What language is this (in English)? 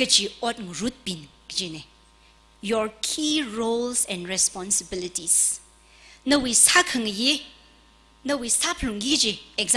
Tangkhul Naga (India)